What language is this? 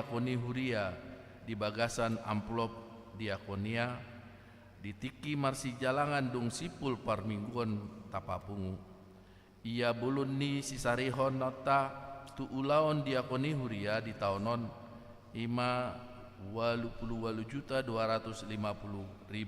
Batak Toba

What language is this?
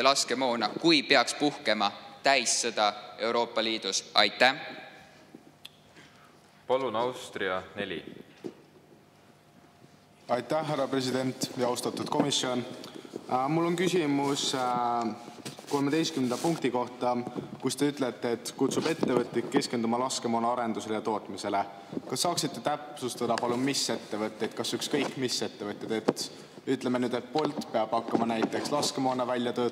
Estonian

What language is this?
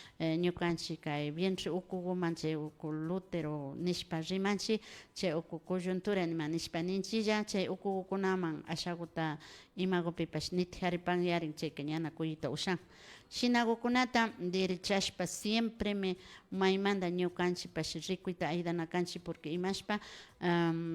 Imbabura Highland Quichua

